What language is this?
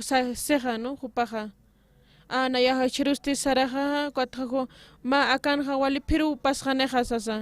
Aymara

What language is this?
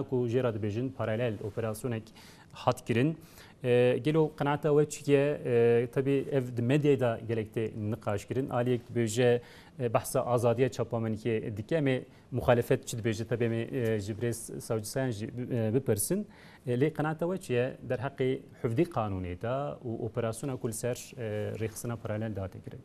Kurdish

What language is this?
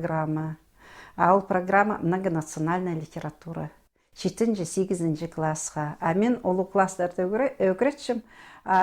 Khakas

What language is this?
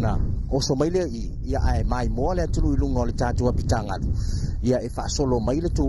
Samoan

